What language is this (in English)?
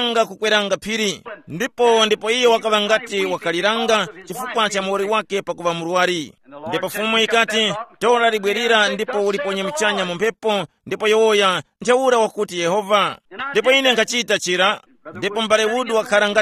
Tumbuka